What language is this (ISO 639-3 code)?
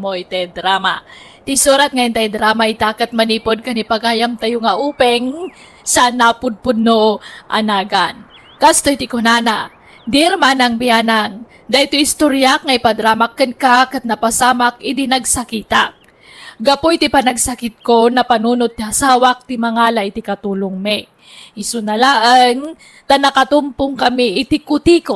ilo